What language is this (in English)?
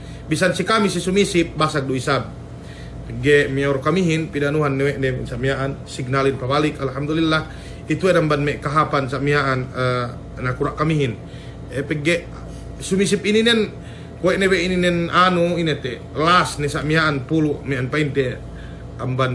Yakan